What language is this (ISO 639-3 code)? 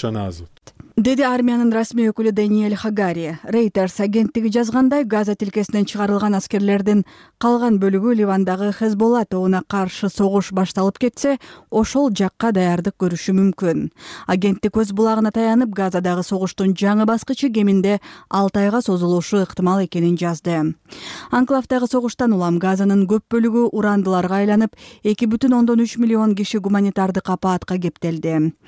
kir